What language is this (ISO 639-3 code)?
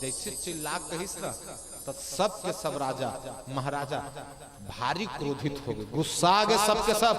hne